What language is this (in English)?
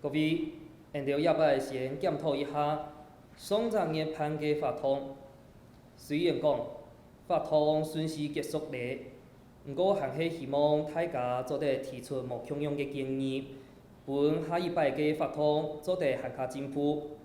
Hakka Chinese